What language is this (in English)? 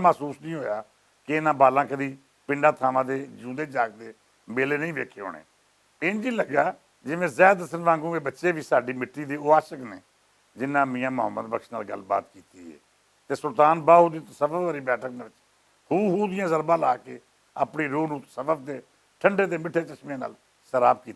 Western Panjabi